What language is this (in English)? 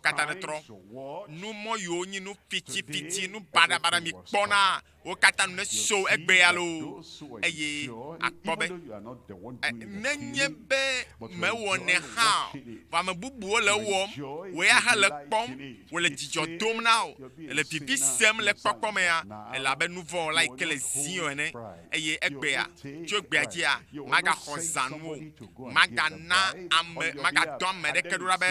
Ewe